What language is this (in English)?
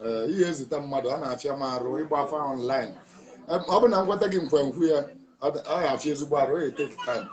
Igbo